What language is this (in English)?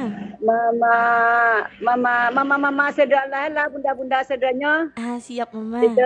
Minangkabau